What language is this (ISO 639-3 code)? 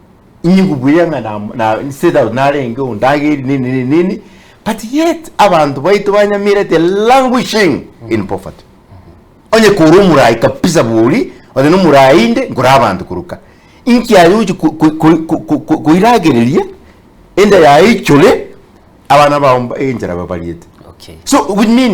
guz